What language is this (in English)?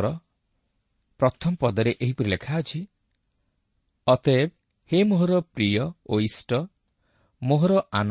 Odia